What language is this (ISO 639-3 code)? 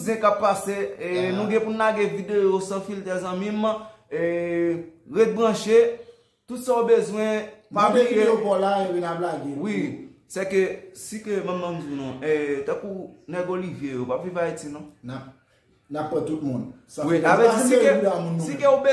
hat